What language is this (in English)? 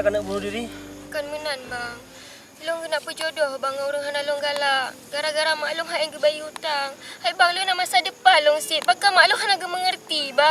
Achinese